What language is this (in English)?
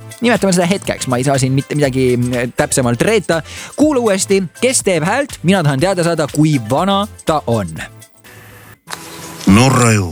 Estonian